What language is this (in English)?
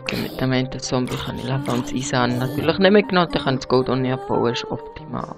Swiss German